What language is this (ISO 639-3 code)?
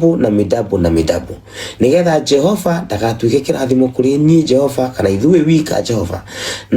kik